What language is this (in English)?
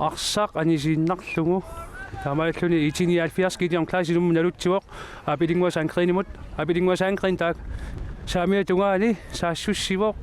Kalaallisut